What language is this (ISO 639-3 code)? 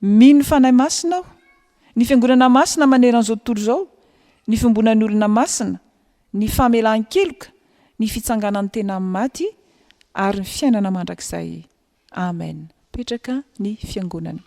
mlg